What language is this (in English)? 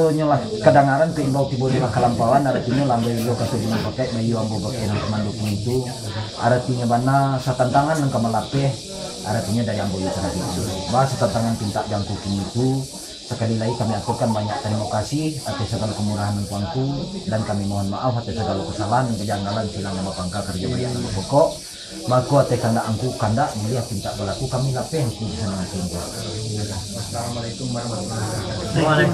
Minangkabau